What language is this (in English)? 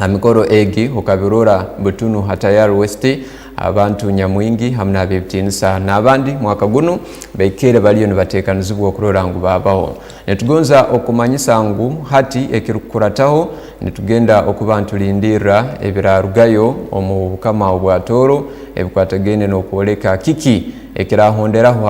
Tooro